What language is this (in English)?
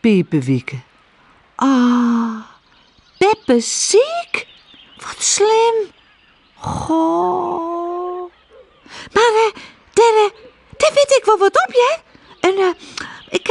Western Frisian